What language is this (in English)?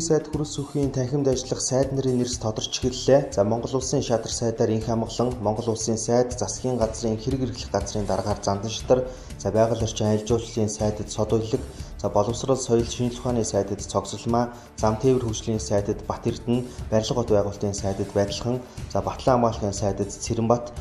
Mongolian